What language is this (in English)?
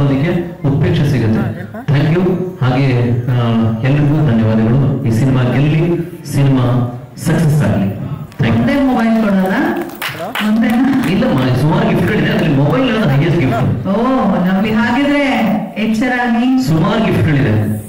Kannada